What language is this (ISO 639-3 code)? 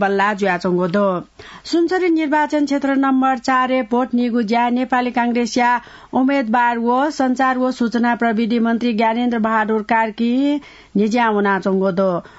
new